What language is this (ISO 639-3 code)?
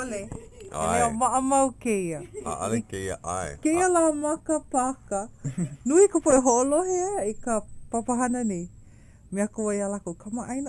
haw